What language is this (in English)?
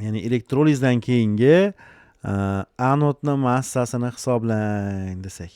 Uzbek